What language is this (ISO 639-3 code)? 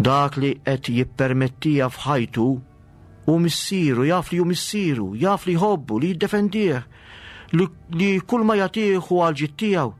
mlt